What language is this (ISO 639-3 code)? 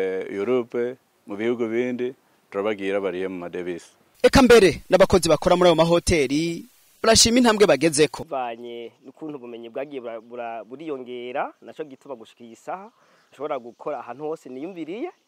run